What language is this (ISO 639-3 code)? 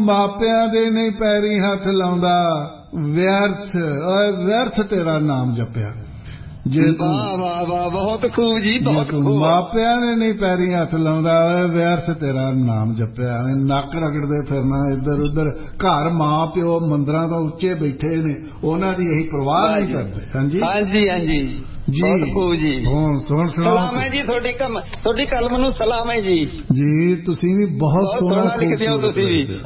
pan